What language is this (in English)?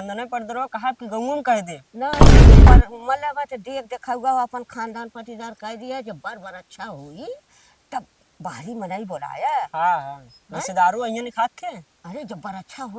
Awadhi